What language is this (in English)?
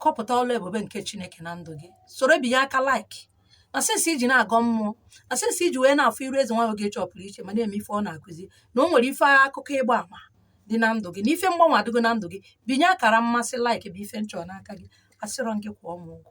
Igbo